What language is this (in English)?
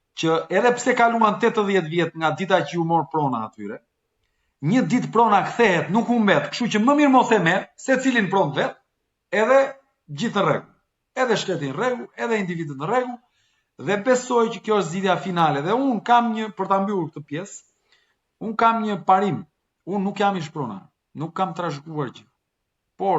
Albanian